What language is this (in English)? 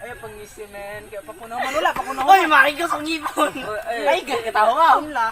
Cebuano